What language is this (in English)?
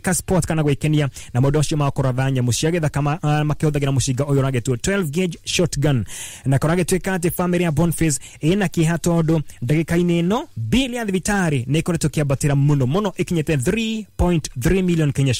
Kikuyu